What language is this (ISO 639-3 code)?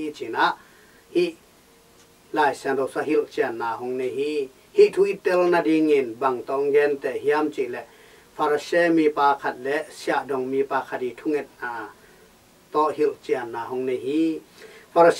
ctd